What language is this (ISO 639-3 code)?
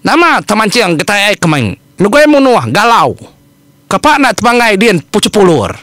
iba